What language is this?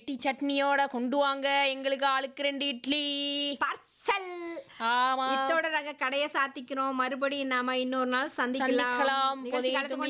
Tamil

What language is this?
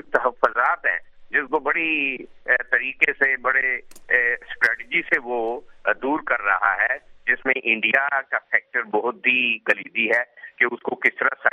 Urdu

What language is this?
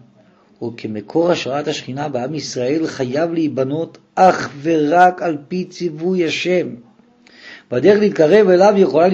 Hebrew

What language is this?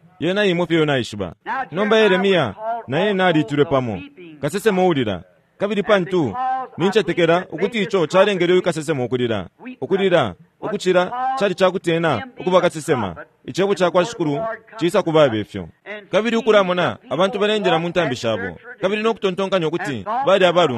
Bemba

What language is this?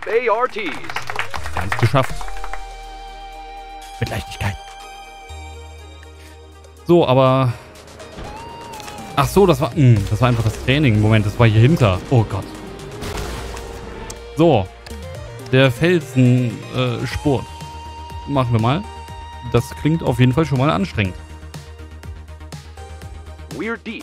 German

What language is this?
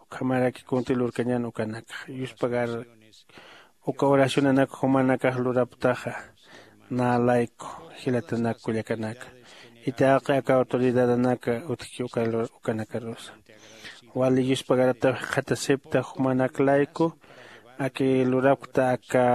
Aymara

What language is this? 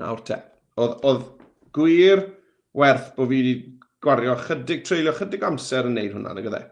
Welsh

